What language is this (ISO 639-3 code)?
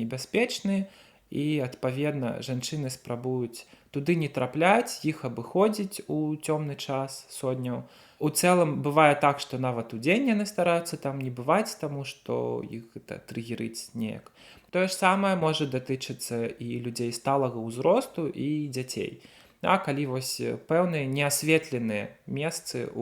bel